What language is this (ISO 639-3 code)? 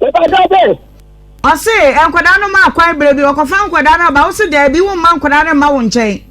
aka